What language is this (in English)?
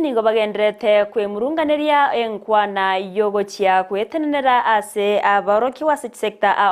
Gusii